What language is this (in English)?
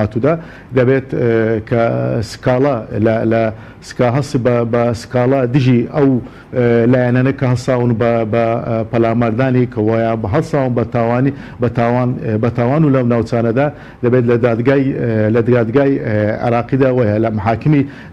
Central Kurdish